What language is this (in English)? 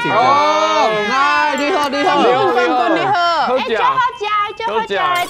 Min Nan Chinese